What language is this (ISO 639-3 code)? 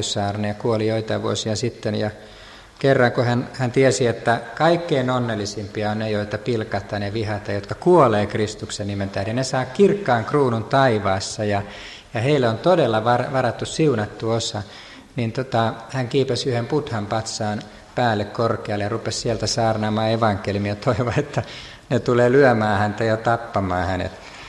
fin